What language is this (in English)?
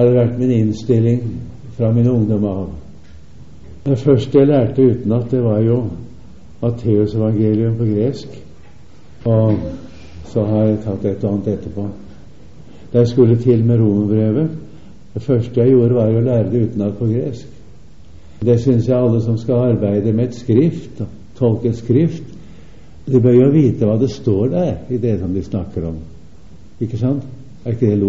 Norwegian